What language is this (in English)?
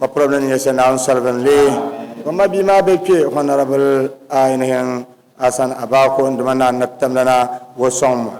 Dagbani